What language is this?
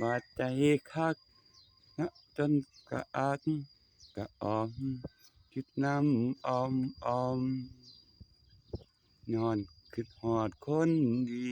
Northeastern Thai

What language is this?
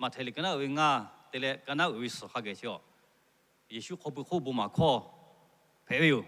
Lahu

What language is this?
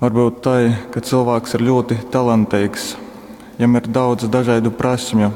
Latgalian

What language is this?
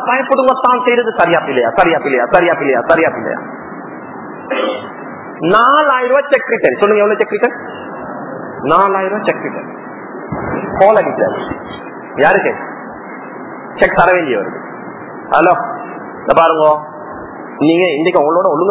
Tamil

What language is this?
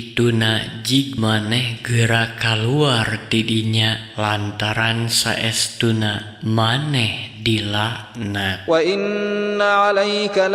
Sundanese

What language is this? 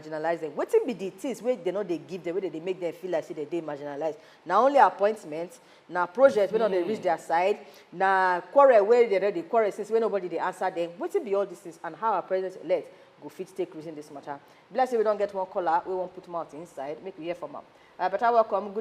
Nigerian Pidgin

